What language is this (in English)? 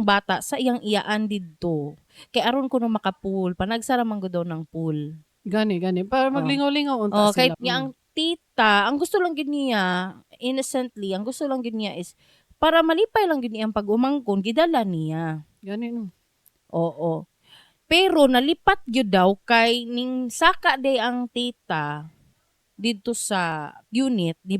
Cebuano